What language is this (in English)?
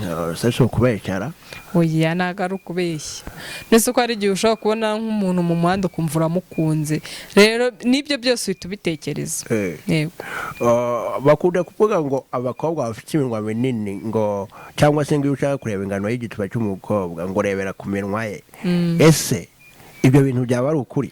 Kinyarwanda